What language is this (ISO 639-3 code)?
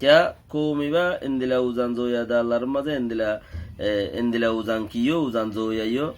rhg